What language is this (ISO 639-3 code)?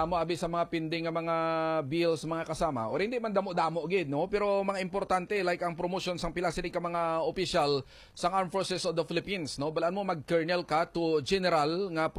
hil